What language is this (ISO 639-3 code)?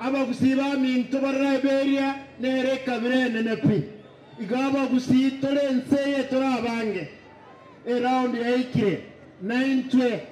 guz